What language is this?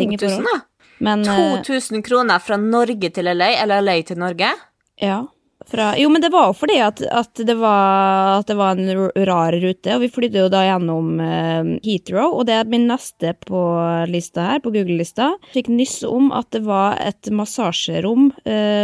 Norwegian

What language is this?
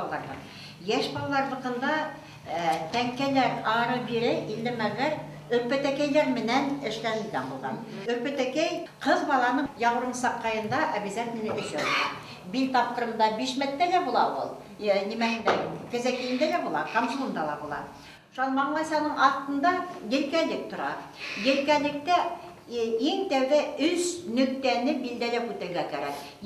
Bashkir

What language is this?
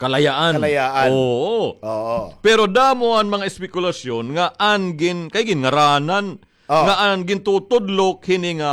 Waray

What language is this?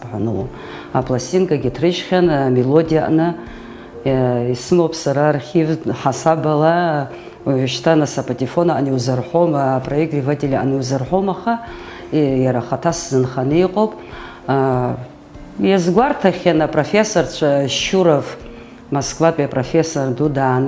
Abkhazian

